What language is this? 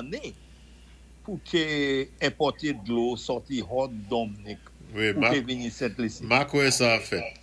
Saint Lucian Creole French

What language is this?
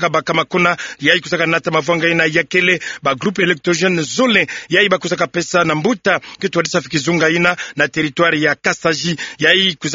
Kituba (Democratic Republic of Congo)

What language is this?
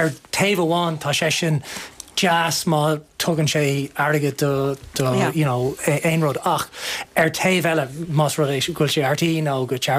Irish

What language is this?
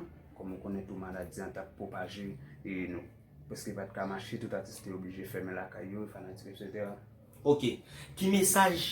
Haitian Creole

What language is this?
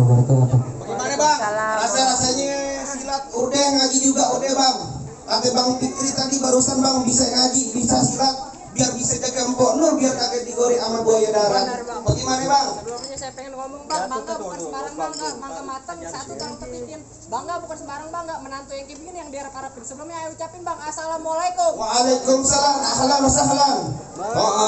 Betawi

